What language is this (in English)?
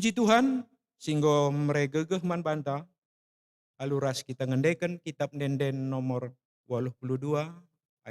Batak Karo